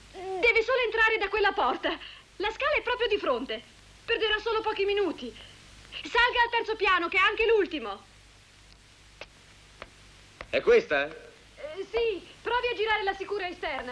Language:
Italian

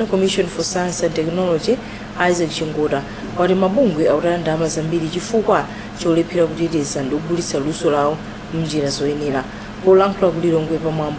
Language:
Nyanja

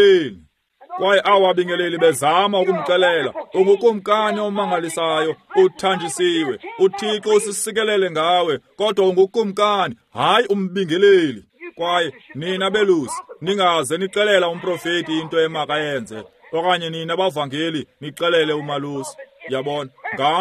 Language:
Xhosa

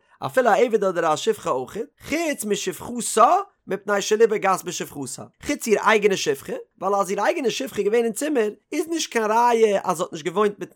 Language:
Yiddish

